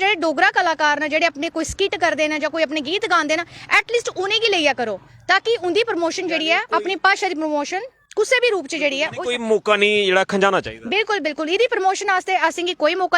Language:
Dogri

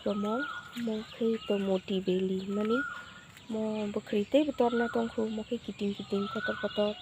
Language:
Kok Borok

